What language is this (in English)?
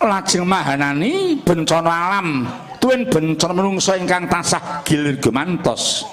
Javanese